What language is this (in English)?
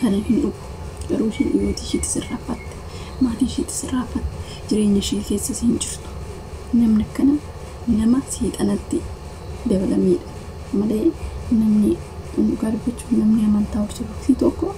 Oromo